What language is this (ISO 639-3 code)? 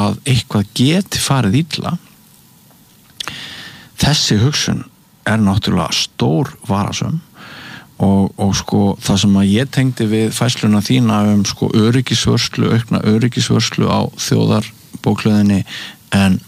isl